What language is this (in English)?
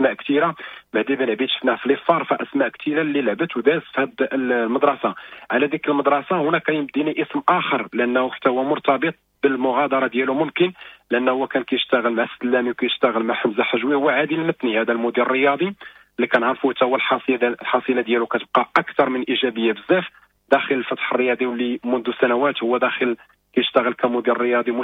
Moroccan Arabic